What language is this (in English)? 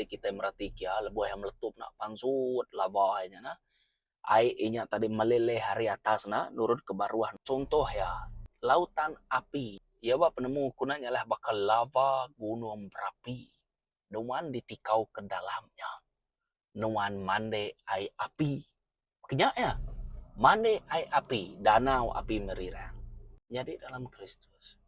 Iban